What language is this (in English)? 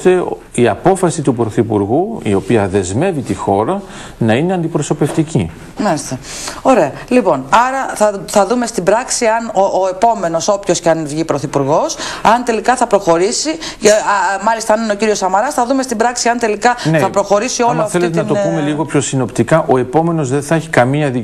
Greek